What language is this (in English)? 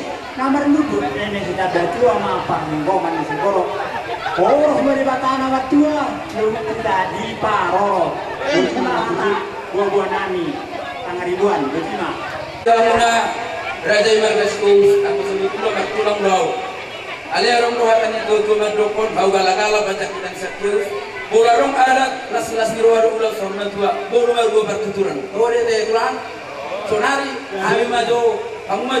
Batak Toba